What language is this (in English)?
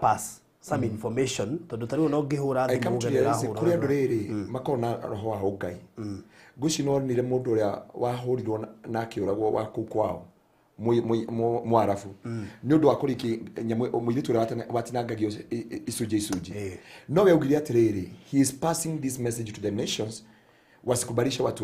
Kikuyu